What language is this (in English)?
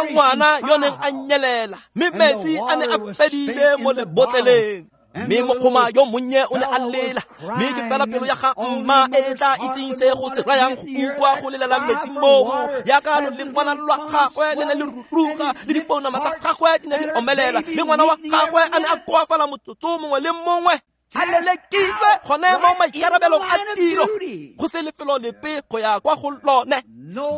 Tswana